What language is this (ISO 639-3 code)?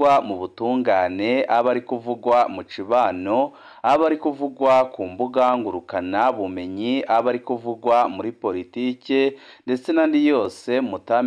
run